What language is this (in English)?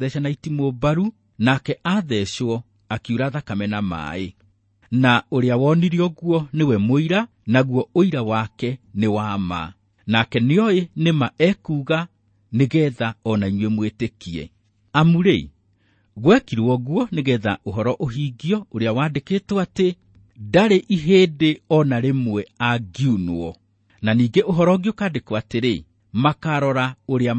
Kikuyu